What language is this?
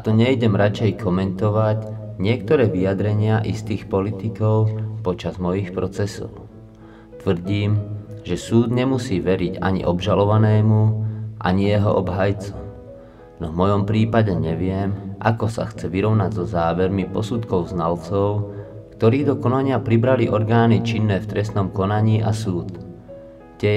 Slovak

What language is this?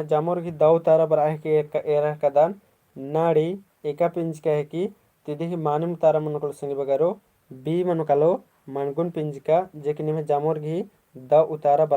Kurukh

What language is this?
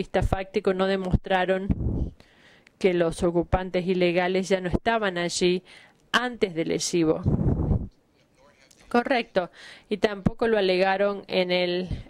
Spanish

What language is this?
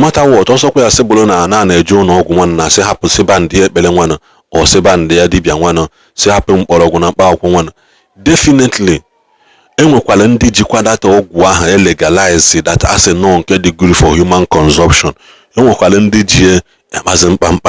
Igbo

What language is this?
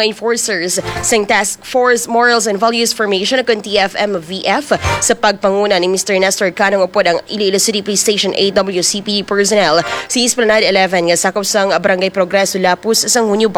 Hiligaynon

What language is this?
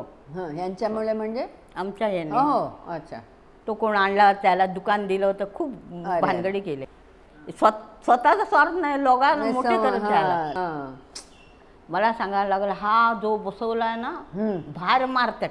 Marathi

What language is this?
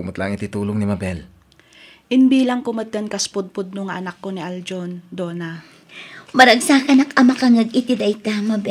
Iloko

